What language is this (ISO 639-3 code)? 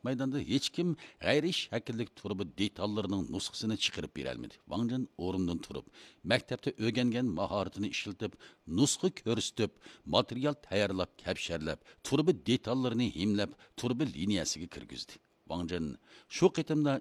uig